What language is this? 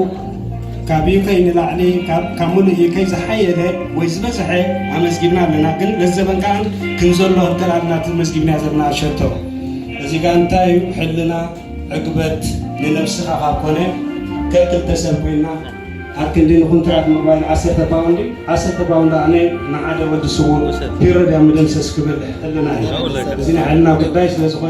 Tigrinya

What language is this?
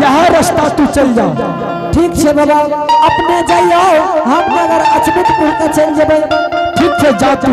Angika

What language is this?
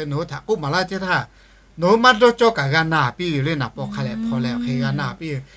Lahu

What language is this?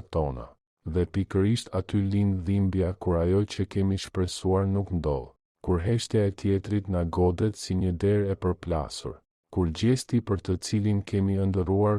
Albanian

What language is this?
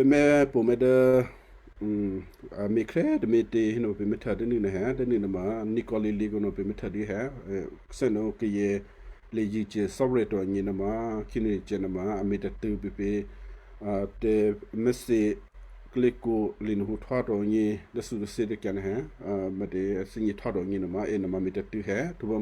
Western Kayah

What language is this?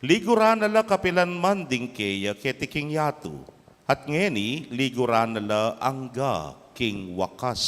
Pampanga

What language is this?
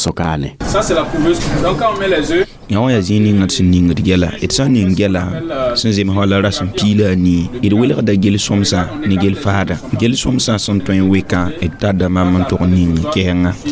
Mossi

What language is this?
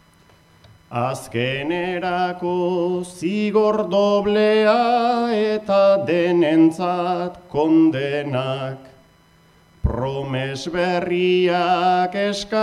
Basque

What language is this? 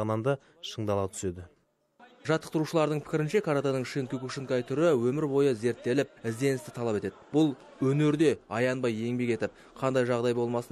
Kazakh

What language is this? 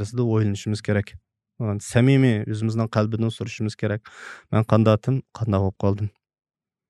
Uyghur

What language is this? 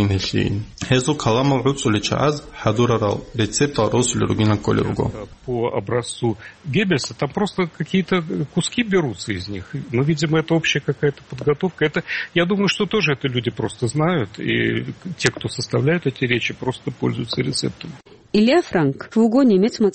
Avaric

